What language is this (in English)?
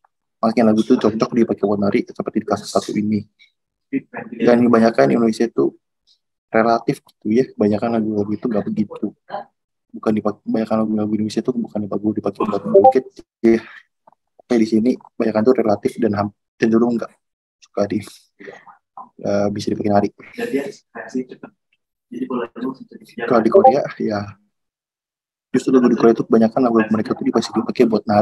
Indonesian